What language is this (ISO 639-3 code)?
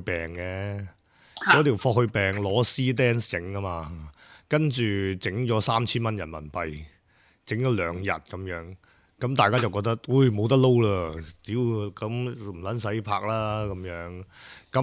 yue